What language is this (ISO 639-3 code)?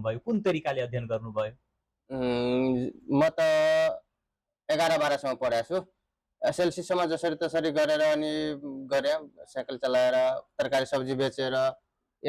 nep